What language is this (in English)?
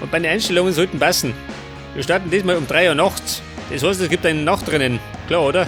Bavarian